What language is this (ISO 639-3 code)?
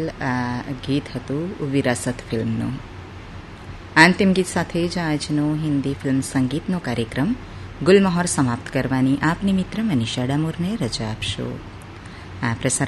guj